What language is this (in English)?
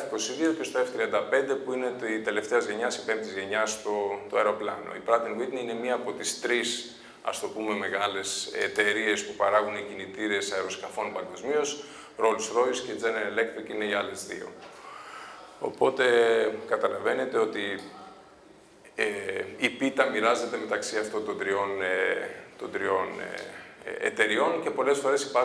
Greek